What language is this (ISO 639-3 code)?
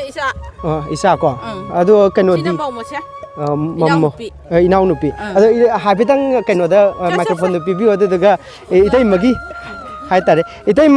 mni